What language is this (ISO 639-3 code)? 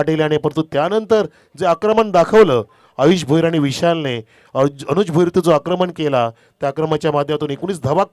mar